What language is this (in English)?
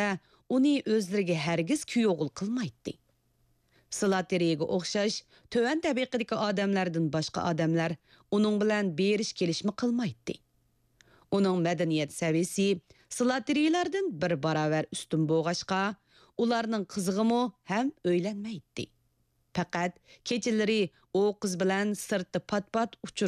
Uyghur